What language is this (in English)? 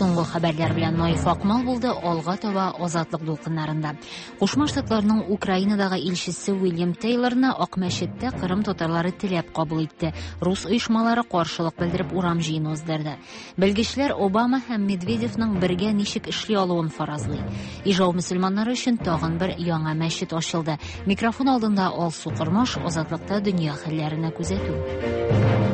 Tatar